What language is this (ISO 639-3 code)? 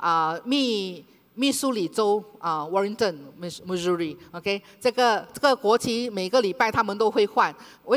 zho